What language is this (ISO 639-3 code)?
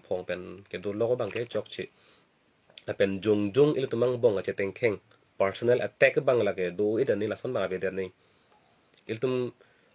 mjw